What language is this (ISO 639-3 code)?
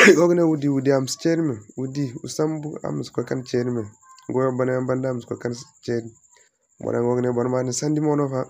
dje